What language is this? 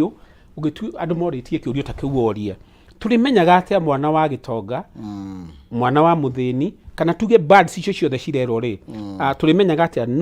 Kikuyu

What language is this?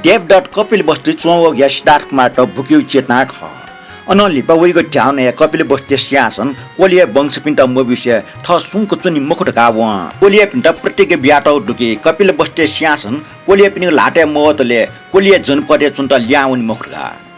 Newari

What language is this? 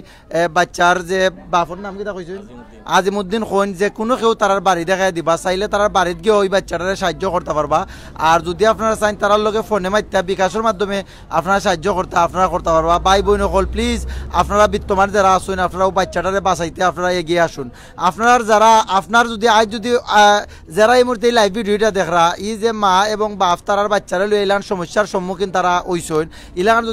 Sylheti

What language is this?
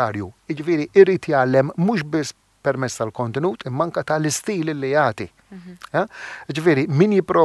Maltese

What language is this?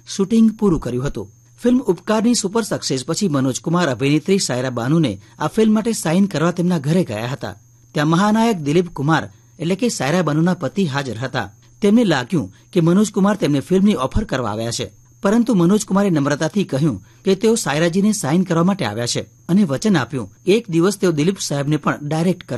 Gujarati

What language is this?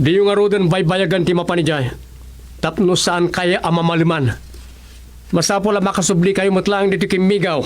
Iloko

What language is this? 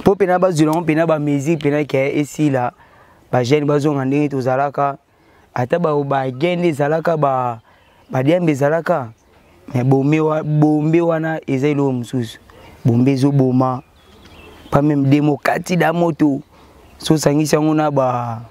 Lingala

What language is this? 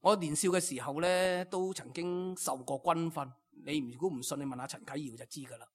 Cantonese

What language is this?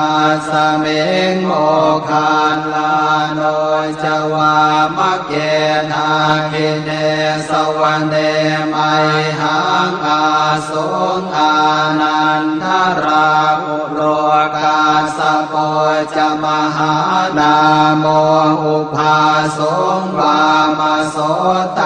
Pali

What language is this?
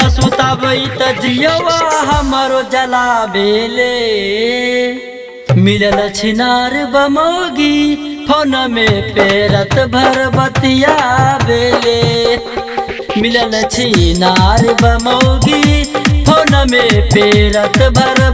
Bhojpuri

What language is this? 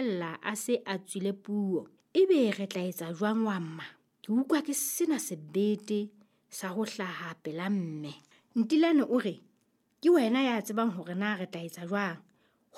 Southern Sotho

